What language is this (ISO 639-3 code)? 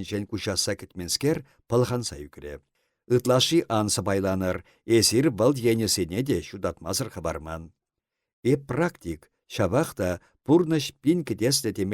chv